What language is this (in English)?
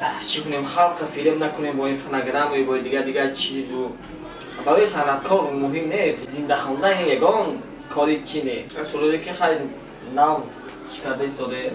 Tajik